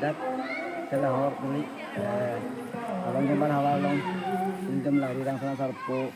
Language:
Karbi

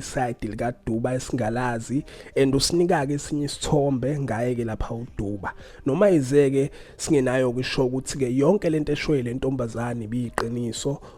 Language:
Zulu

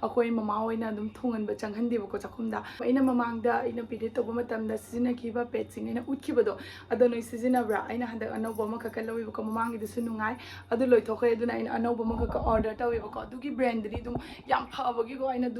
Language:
Manipuri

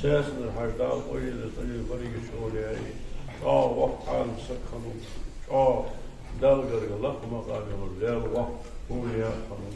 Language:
Ingush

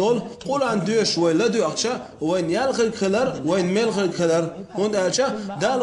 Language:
Chechen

